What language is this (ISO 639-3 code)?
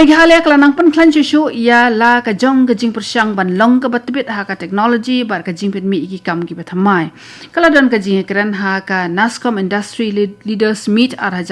kha